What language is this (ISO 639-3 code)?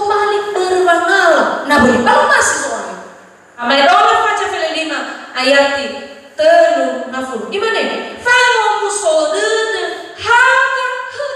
nia